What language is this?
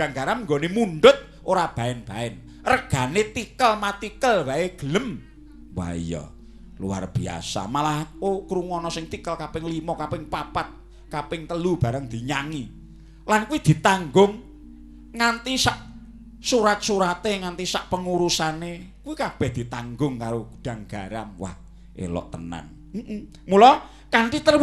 Javanese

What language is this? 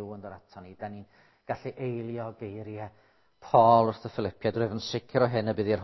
Welsh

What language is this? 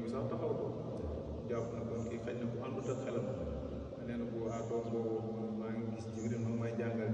Wolof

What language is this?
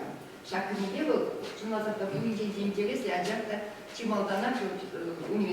Chuvash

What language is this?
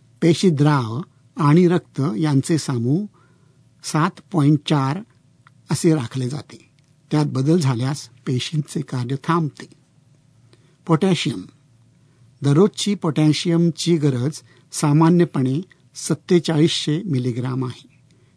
Marathi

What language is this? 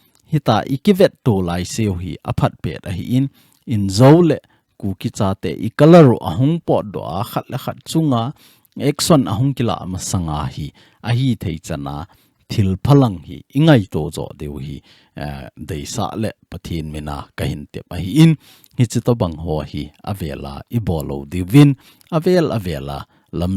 Thado Chin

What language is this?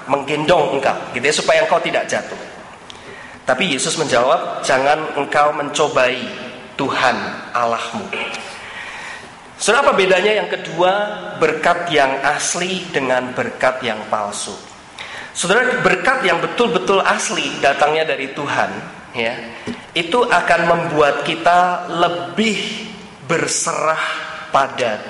Indonesian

